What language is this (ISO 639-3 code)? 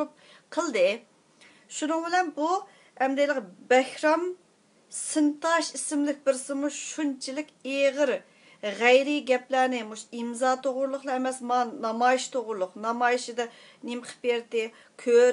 uig